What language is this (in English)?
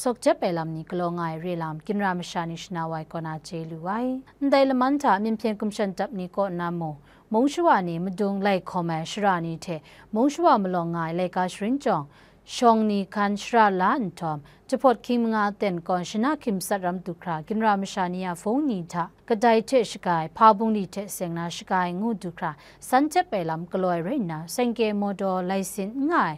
Kachin